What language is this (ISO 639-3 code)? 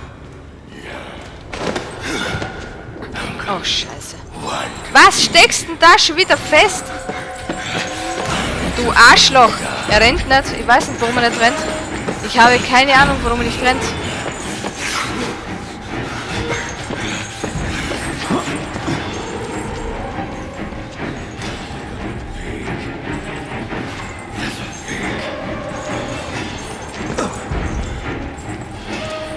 deu